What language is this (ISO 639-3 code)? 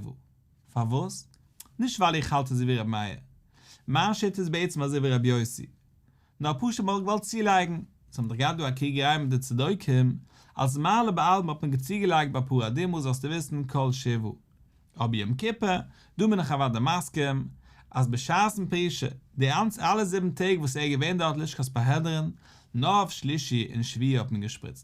yid